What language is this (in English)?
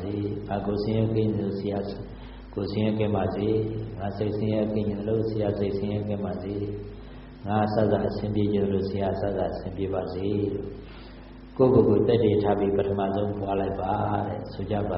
Burmese